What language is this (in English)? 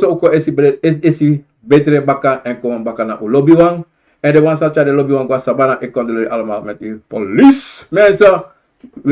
Sranan Tongo